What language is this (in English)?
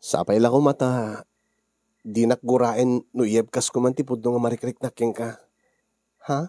Iloko